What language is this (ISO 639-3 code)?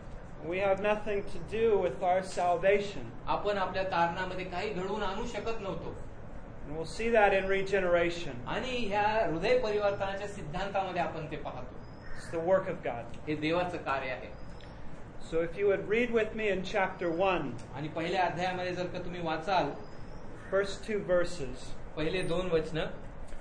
mar